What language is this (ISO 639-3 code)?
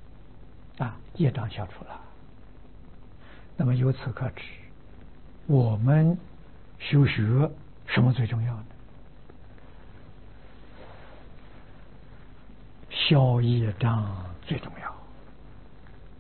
zho